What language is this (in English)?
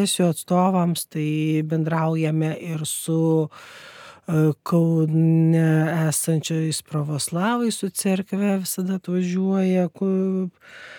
Lithuanian